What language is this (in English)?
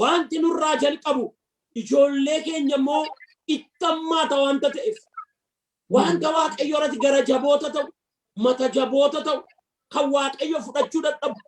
Oromo